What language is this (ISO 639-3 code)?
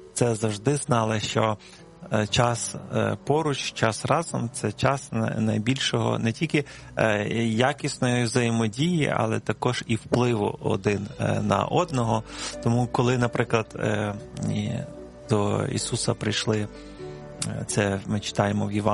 ukr